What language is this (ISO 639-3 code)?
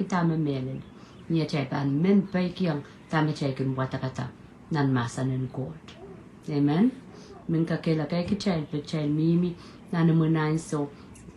pon